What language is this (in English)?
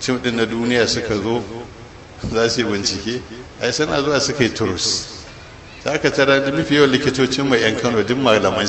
Hausa